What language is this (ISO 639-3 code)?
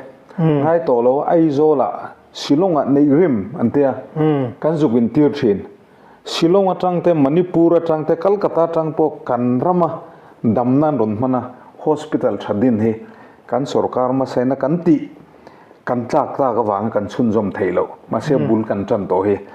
lus